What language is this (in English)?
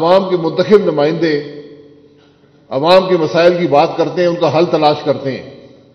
Urdu